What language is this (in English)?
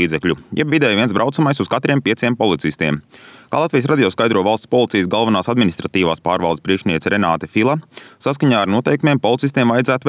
Latvian